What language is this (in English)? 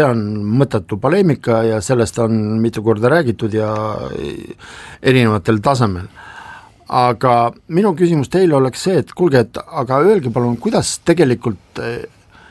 Estonian